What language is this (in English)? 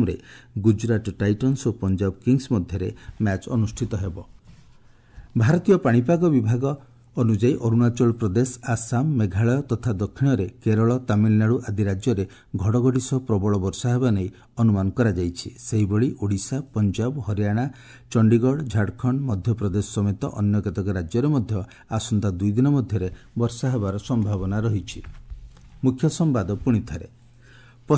Odia